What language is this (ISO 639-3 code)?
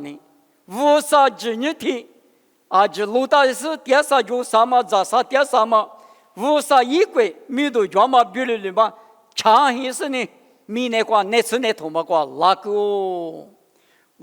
lis